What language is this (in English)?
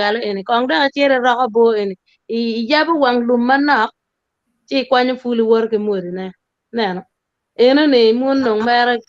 Acoli